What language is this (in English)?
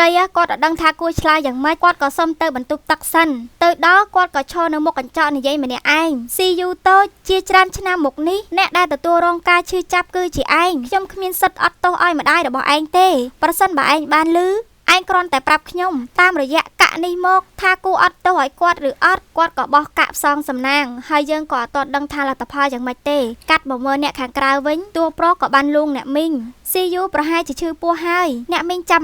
Khmer